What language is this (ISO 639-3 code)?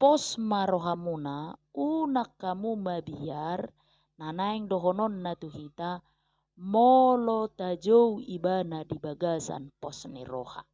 bbc